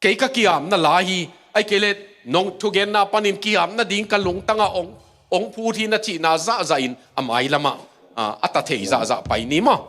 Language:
Tedim Chin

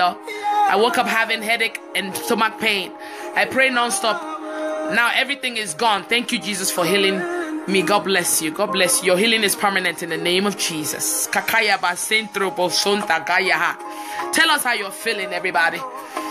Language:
English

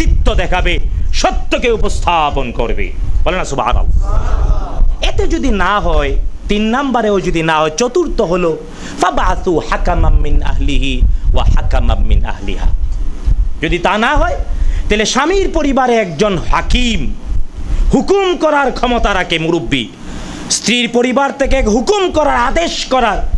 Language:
Bangla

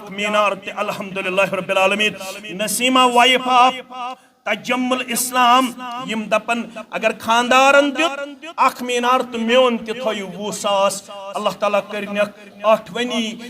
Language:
Kashmiri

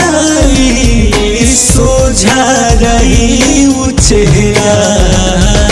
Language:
Bhojpuri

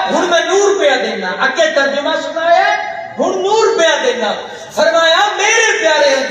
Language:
Saraiki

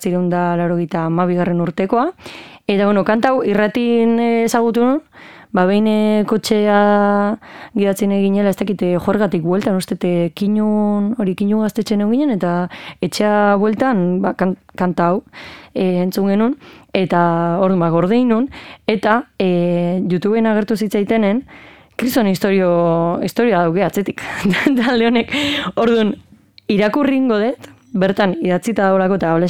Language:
Basque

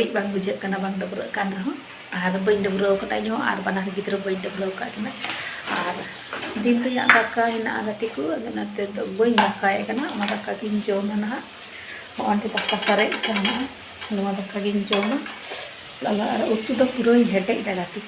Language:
Santali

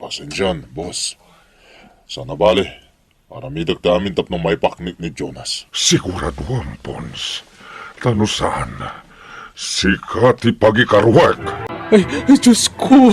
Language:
Iloko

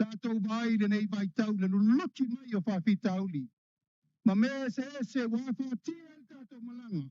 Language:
Samoan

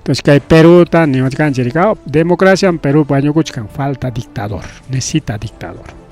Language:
Ayacucho Quechua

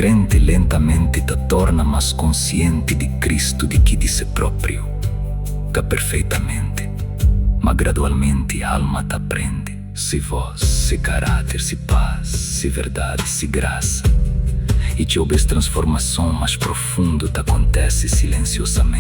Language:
Kabuverdianu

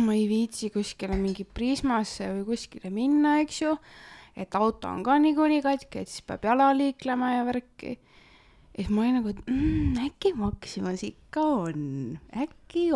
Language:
Estonian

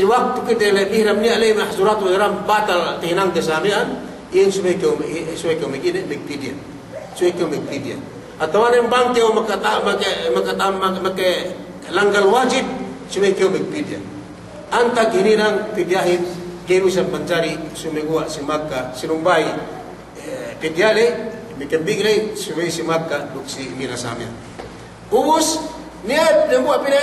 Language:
Yakan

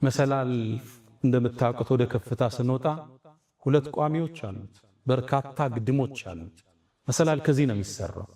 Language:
Amharic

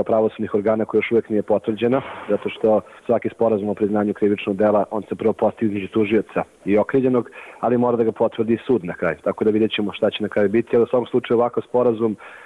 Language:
Serbian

